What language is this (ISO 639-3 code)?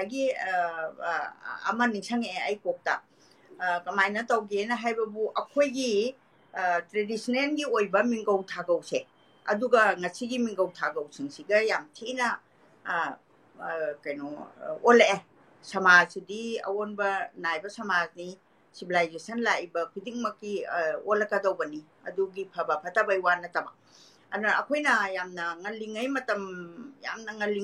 mni